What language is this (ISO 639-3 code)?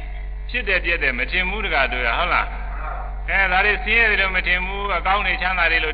mya